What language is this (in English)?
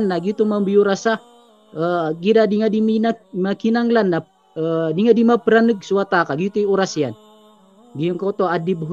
Maranao